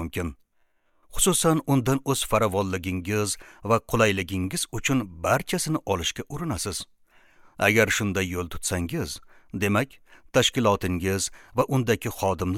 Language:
Uzbek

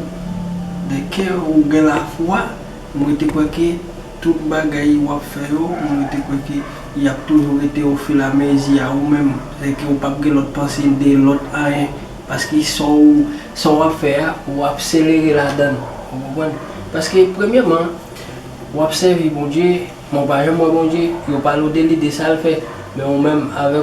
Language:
Haitian Creole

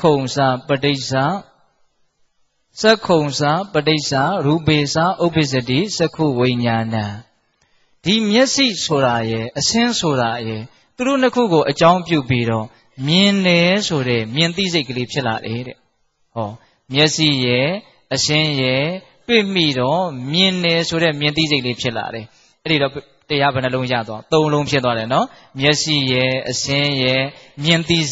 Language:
Burmese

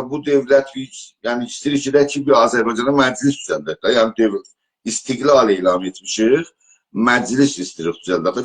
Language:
South Azerbaijani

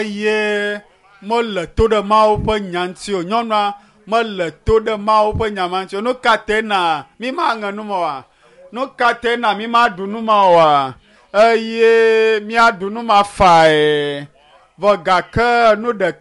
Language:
Ewe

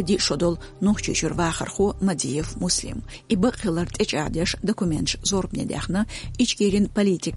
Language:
Chechen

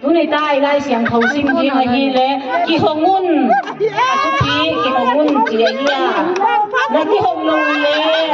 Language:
Tedim Chin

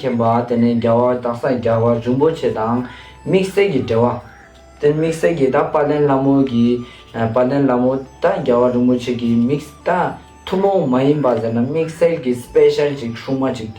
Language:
Ladakhi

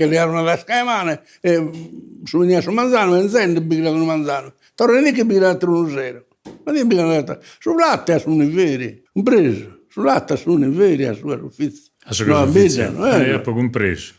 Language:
Sardinian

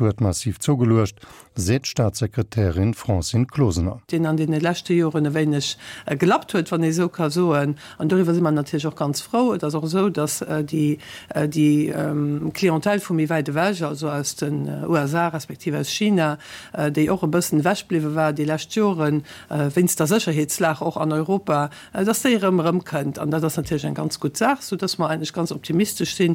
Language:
Luxembourgish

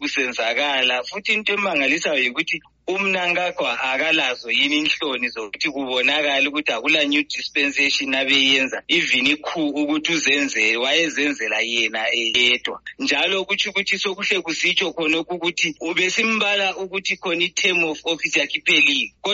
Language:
North Ndebele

